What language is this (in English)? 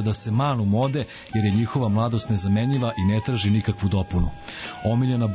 Serbian